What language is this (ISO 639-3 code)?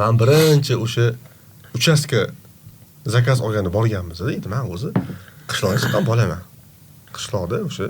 uzb